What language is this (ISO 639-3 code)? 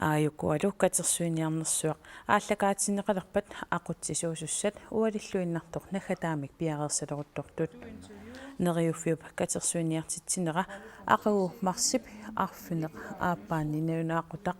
kal